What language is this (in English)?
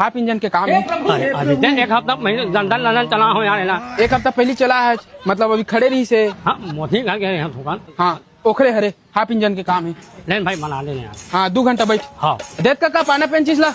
Chhattisgarhi